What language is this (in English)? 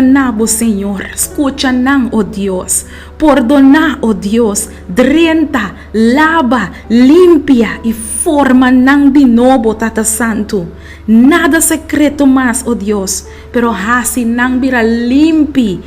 Papiamento